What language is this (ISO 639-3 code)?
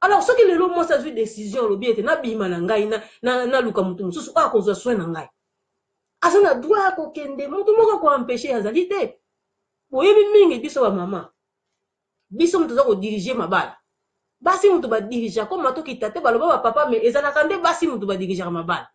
lin